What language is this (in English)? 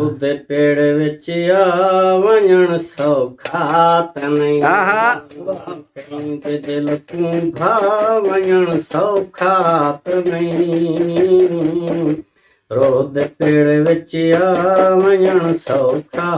Saraiki